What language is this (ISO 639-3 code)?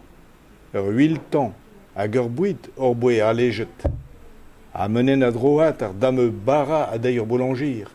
bre